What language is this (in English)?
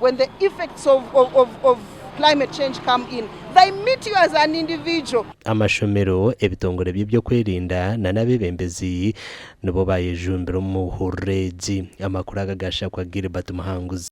Nyankole